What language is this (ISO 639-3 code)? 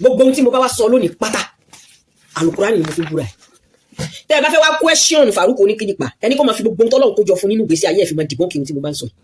yor